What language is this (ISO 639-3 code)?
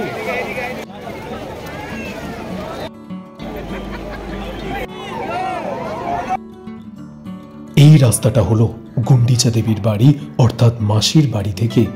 ben